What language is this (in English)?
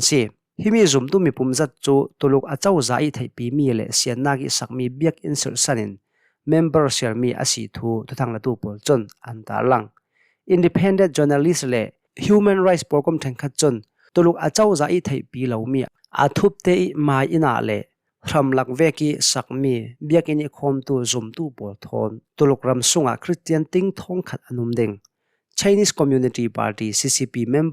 Hakha Chin